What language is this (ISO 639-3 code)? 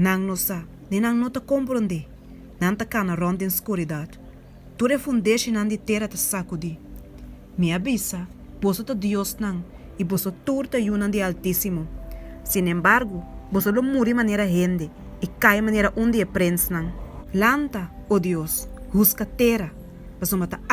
pap